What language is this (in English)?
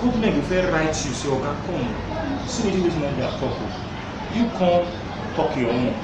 Nigerian Pidgin